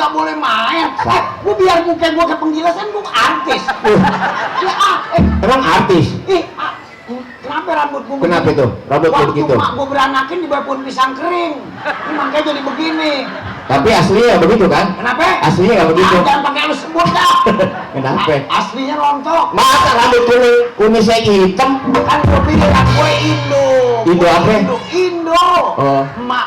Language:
Betawi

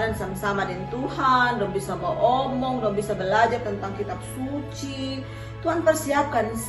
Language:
Kupang Malay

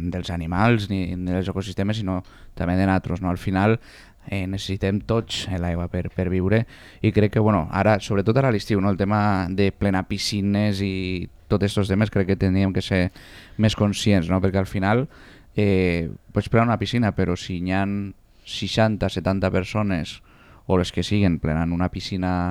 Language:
Catalan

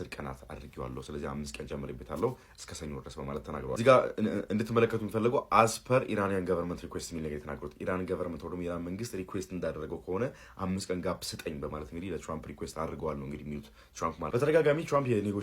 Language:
Amharic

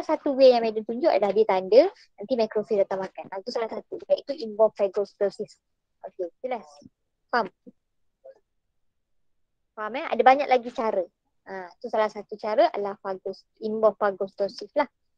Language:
Malay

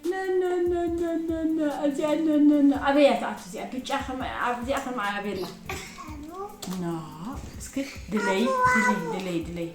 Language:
Tigrinya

